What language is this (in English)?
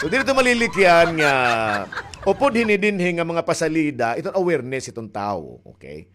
Waray